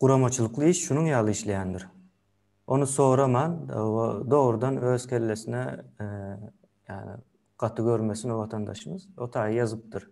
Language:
Turkmen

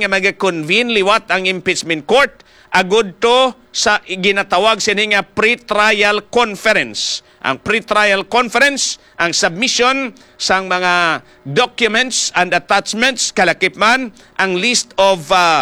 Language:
Hiligaynon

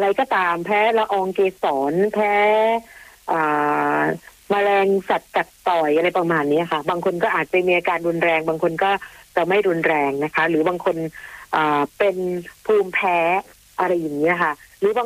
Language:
Thai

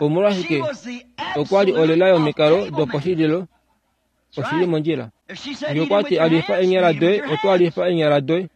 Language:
Kuanyama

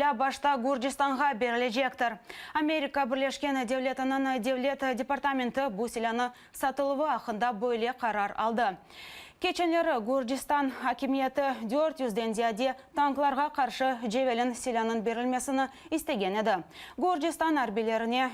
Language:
Crimean Tatar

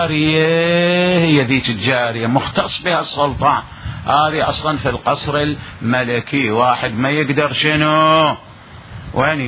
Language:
Mesopotamian Arabic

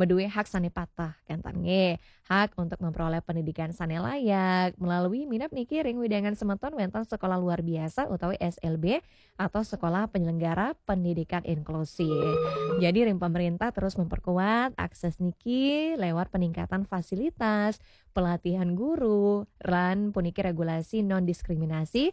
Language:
Balinese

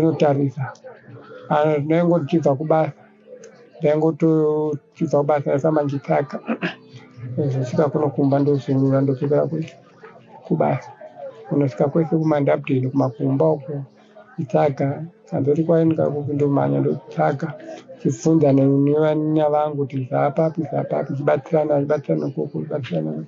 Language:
Shona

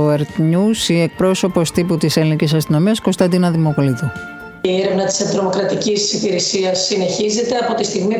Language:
Greek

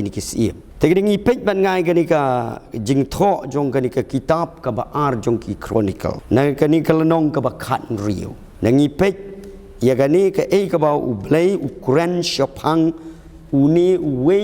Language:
Khasi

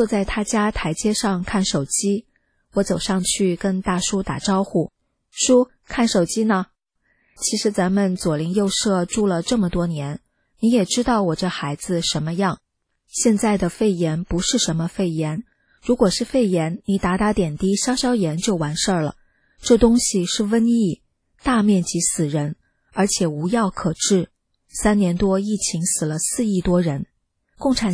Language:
Chinese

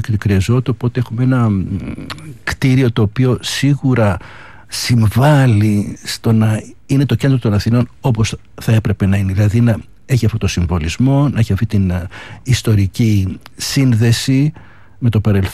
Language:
Greek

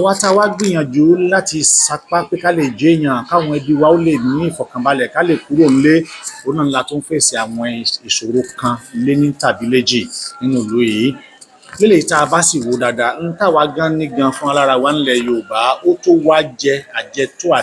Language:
Yoruba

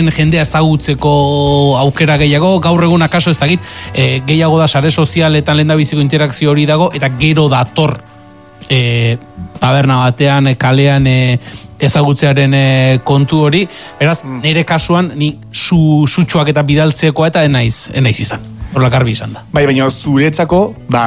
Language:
Basque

